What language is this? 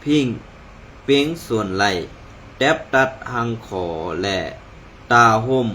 Shan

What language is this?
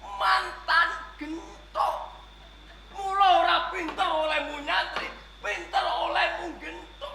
Javanese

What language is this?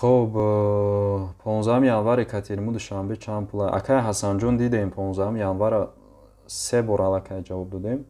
Tajik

